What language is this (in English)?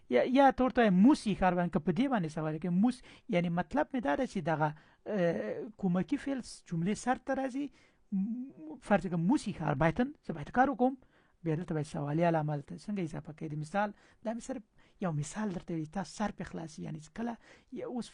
Pashto